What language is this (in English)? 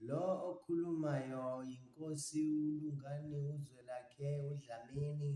Zulu